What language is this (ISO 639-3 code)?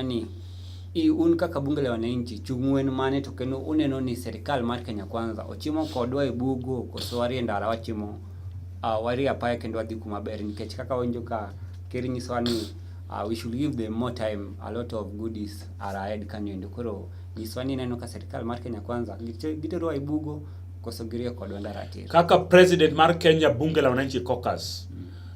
luo